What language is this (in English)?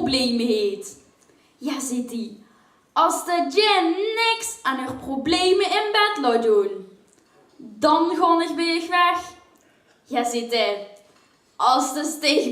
Limburgish